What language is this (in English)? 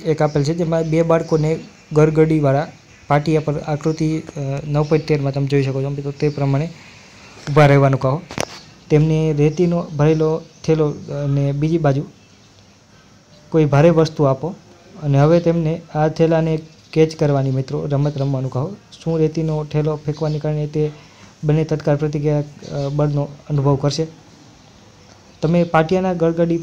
Gujarati